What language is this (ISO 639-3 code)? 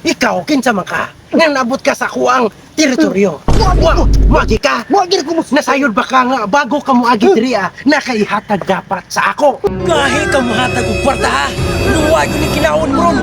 ceb